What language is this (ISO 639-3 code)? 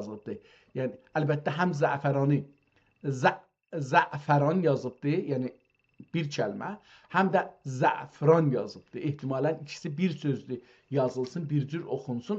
azb